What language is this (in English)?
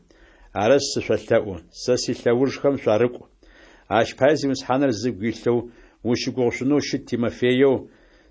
Adyghe